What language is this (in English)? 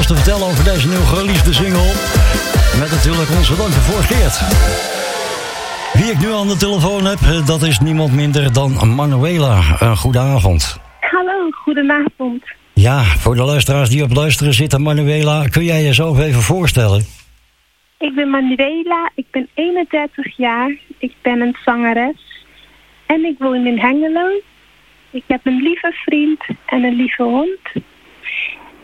Dutch